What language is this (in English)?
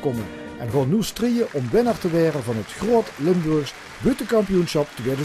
Limburgish